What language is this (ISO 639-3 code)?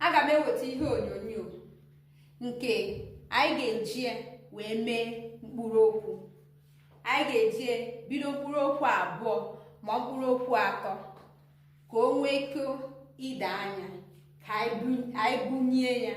ibo